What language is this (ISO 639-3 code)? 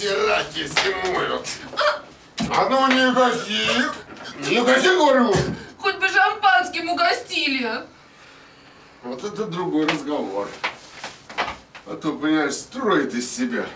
rus